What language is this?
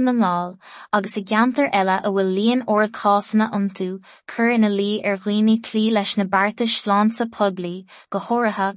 Irish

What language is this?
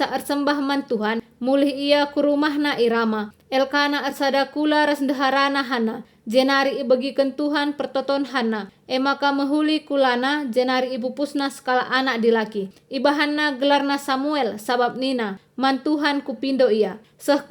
Batak Karo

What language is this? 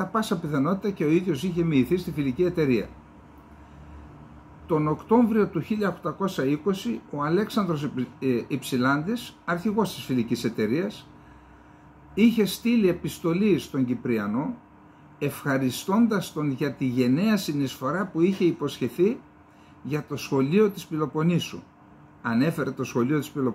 Greek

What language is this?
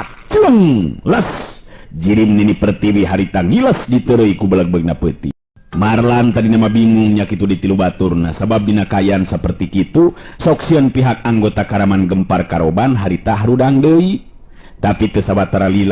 Sundanese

